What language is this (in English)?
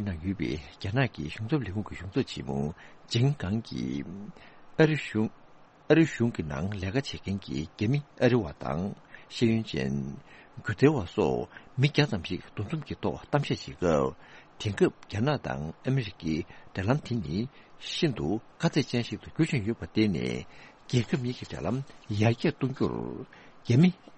Tibetan